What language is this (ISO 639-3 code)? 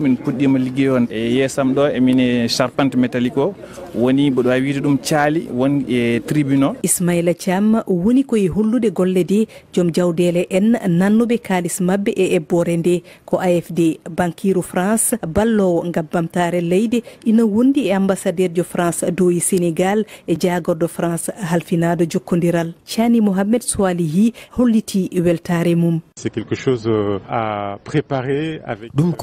ful